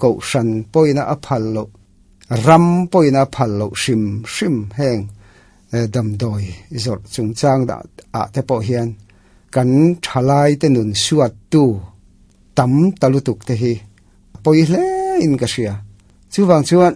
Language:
Mizo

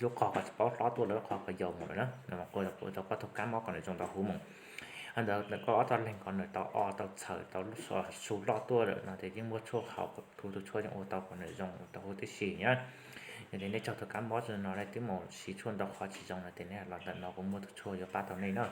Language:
Hmong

